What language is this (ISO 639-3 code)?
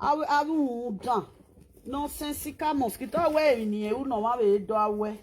pcm